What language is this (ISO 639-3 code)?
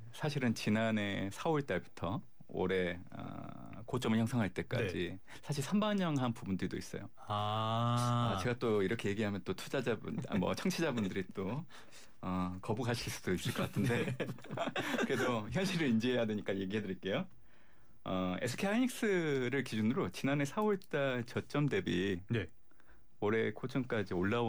kor